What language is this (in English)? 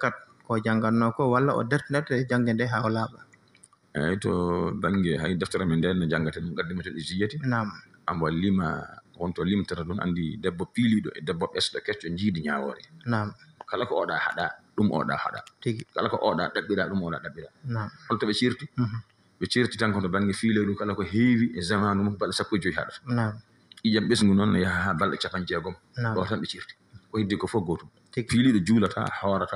Fula